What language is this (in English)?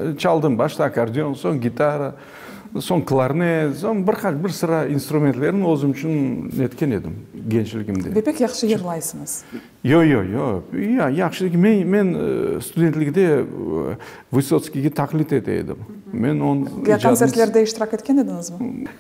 Crimean Tatar